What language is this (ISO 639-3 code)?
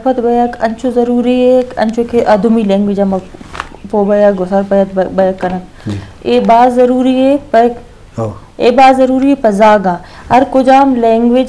bgp